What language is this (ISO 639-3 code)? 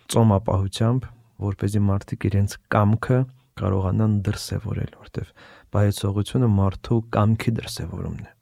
hye